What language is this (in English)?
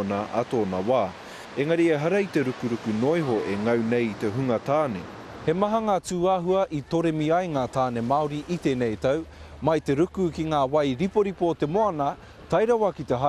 Māori